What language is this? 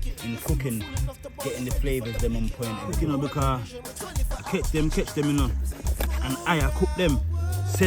Jamaican Creole English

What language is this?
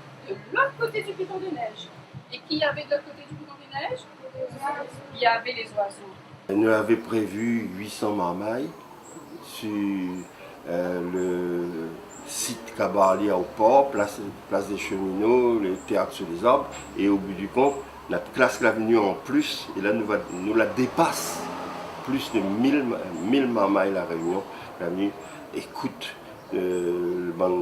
Réunion Creole French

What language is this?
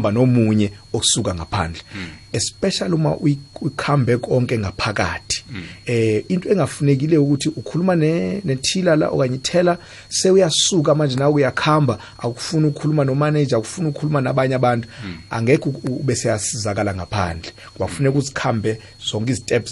South Ndebele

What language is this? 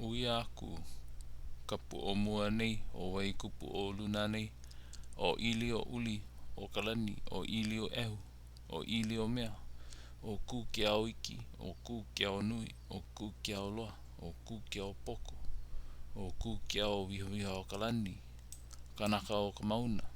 Hawaiian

